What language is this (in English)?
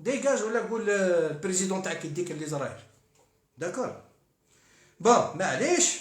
Algerian Arabic